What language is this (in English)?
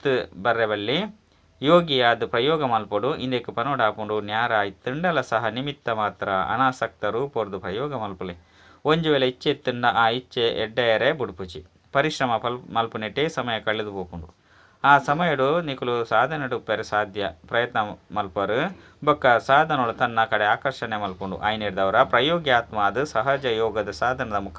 Tulu